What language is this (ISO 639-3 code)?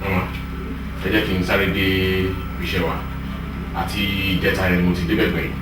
yor